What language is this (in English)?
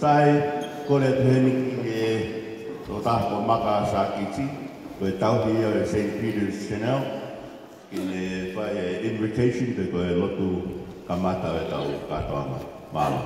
Tongan